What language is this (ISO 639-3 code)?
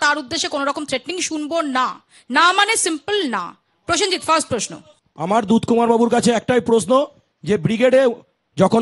ben